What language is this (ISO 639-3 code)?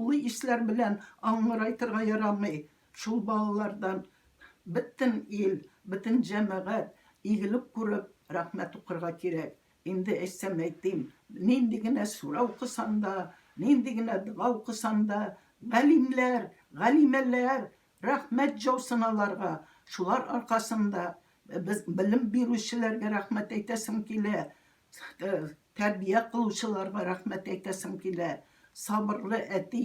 tat